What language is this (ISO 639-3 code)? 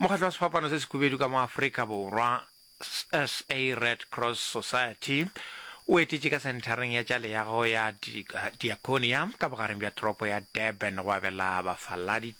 nso